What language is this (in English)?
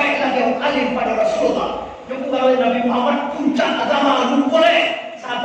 Minangkabau